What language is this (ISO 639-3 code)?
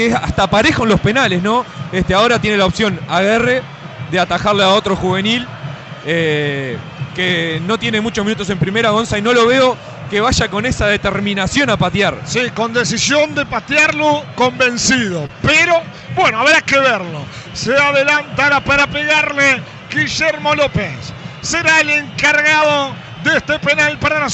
spa